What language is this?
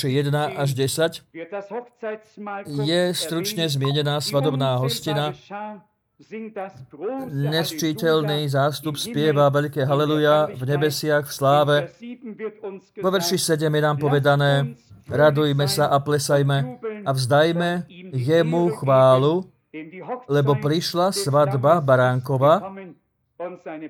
Slovak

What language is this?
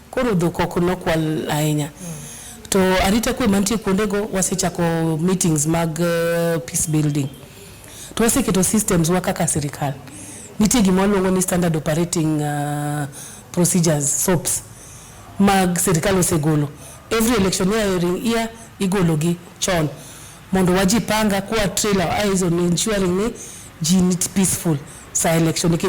Luo (Kenya and Tanzania)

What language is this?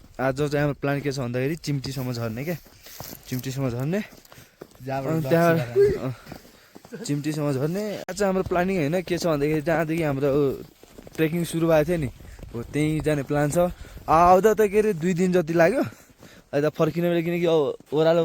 Nepali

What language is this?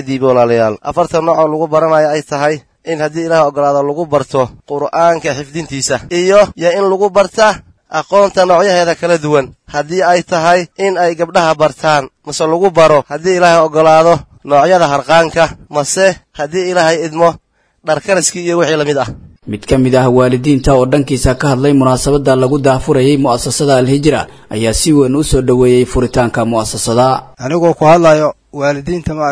Somali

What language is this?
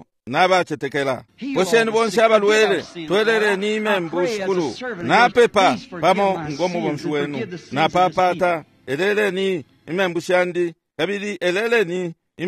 Bemba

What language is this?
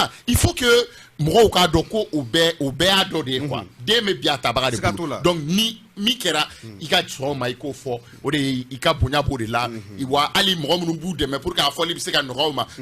Bambara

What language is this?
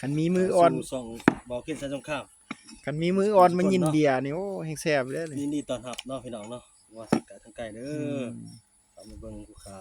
Lao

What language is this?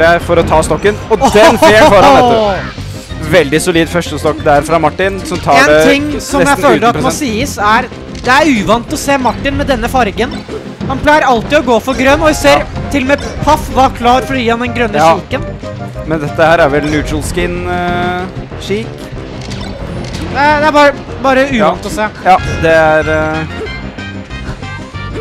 Norwegian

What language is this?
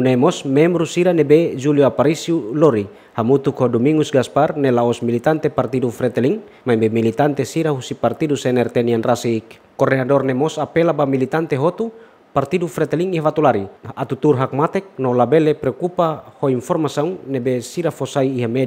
Tetum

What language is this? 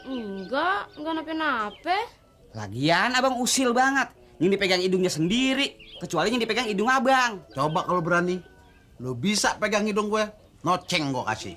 Betawi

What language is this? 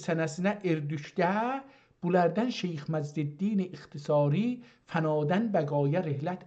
South Azerbaijani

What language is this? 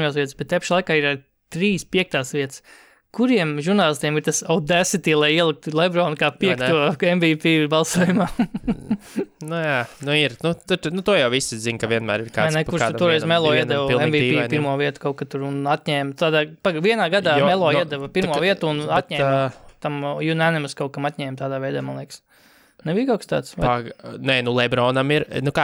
Latvian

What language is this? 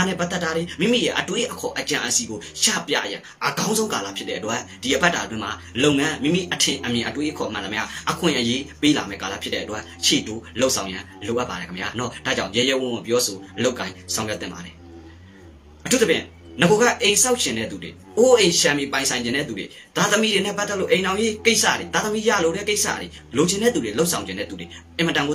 Burmese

